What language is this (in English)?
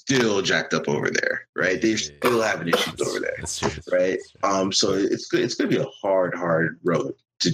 English